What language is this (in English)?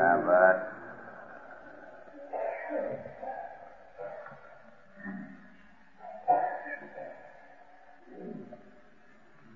Gujarati